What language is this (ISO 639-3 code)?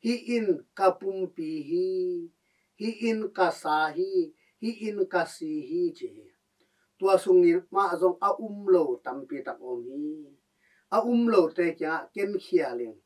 ctd